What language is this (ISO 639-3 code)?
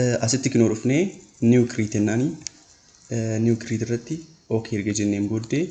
orm